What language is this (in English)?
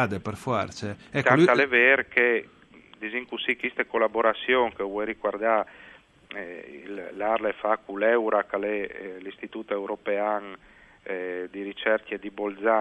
Friulian